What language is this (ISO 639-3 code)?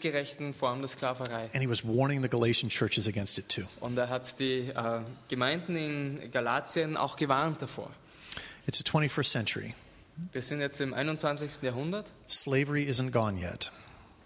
deu